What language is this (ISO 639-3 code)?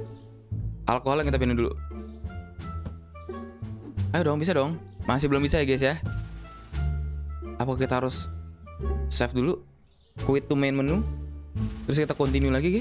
ind